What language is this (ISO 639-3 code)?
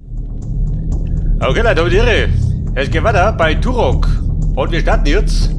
bar